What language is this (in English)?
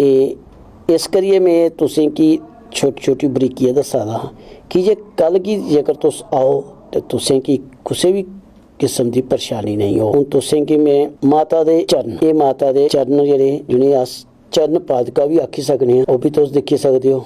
Dogri